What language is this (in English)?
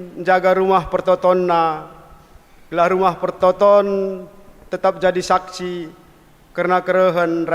Batak Karo